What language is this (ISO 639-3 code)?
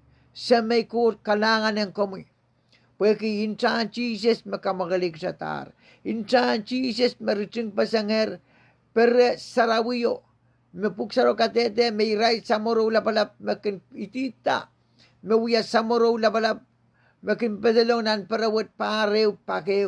pon